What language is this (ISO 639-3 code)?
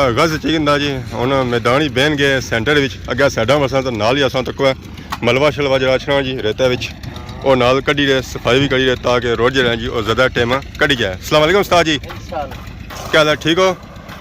phr